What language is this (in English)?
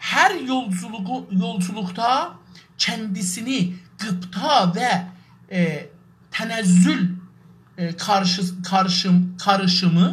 South Azerbaijani